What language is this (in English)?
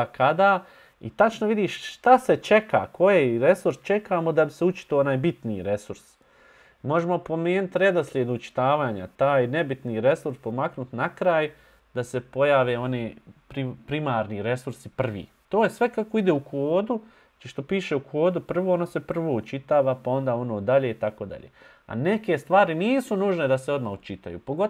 Bosnian